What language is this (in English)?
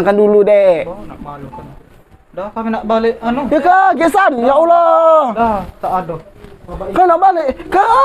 Musi